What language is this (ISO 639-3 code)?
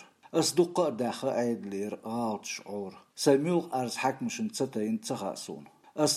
che